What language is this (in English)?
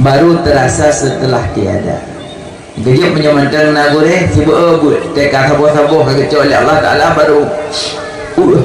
Achinese